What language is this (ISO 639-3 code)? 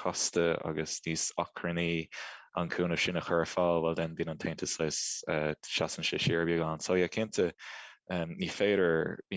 gle